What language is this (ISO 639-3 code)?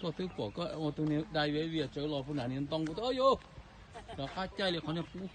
hmn